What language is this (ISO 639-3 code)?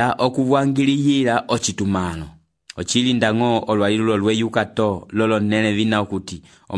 umb